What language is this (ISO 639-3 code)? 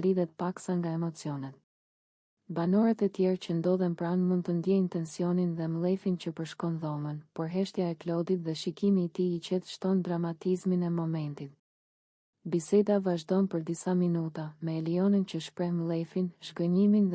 sqi